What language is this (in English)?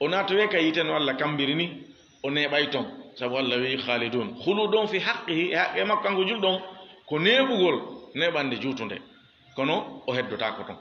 Fula